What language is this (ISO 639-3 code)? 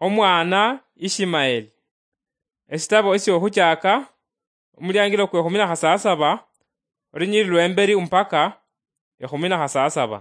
luy